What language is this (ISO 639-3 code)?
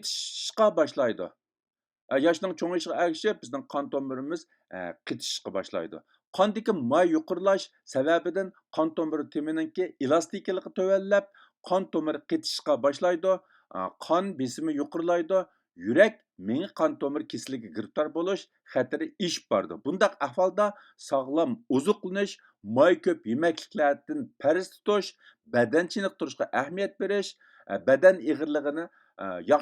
uig